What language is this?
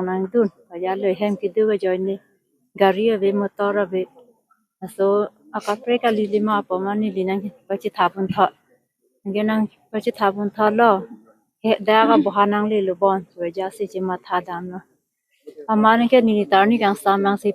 Karbi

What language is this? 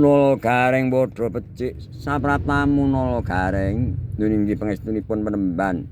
Javanese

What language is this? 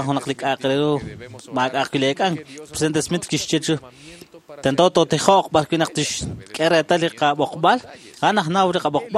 Kekchí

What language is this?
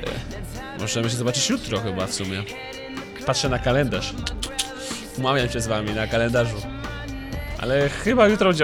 Polish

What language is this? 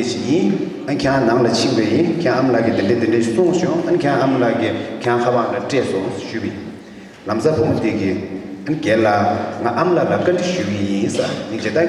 Tibetan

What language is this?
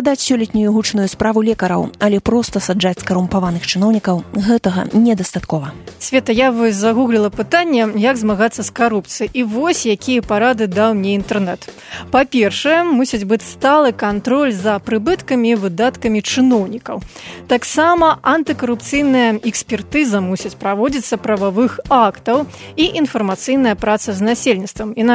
Belarusian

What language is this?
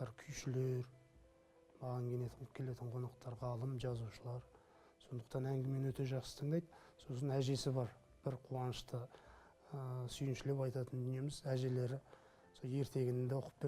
Kazakh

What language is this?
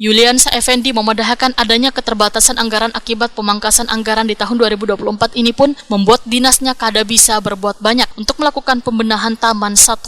Banjar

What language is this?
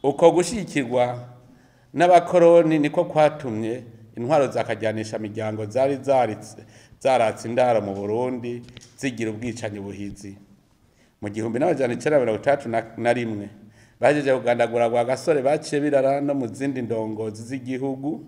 Rundi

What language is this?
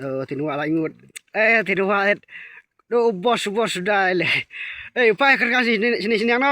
Khasi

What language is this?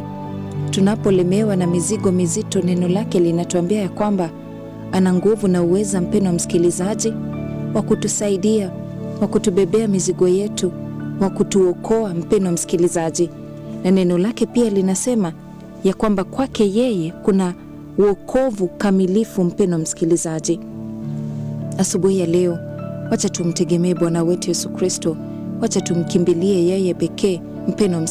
Swahili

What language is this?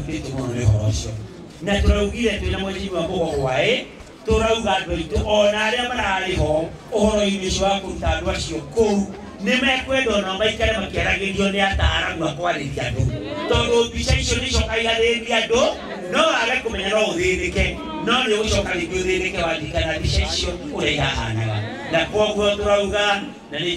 Kikuyu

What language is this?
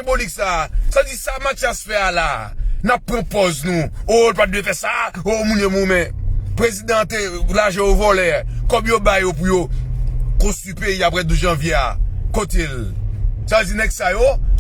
Haitian Creole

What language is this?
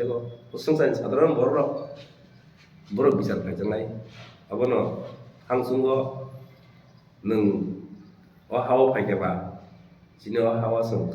Kok Borok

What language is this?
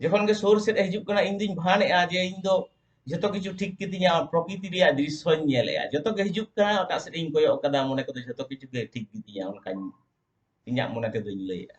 Santali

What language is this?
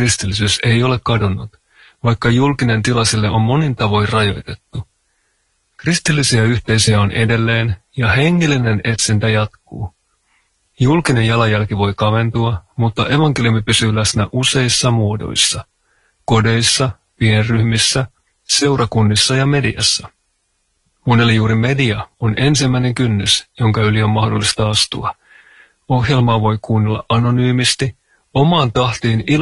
Finnish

